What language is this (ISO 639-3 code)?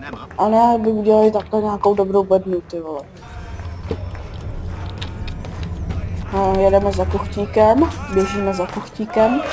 ces